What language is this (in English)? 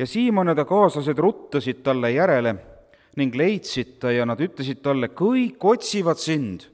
Estonian